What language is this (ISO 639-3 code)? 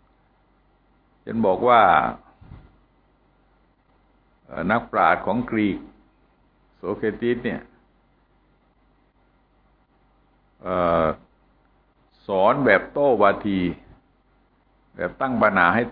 tha